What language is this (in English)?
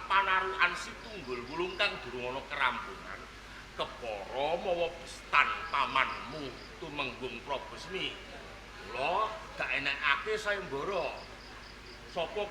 Javanese